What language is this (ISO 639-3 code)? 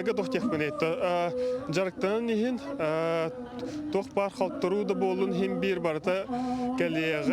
sah